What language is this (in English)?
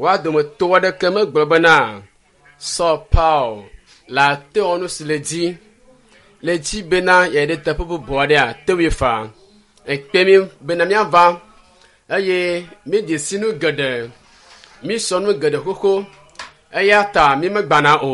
Ewe